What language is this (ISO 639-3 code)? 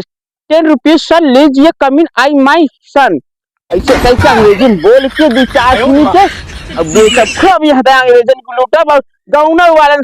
awa